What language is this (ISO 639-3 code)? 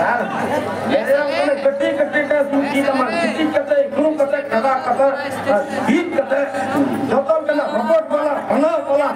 sat